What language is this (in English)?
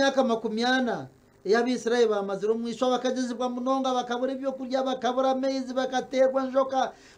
Nyankole